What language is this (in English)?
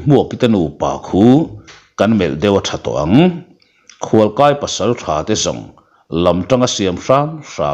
Mizo